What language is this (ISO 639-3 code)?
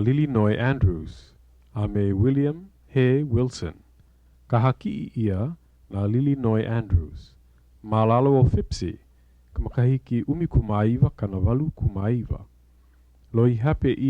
haw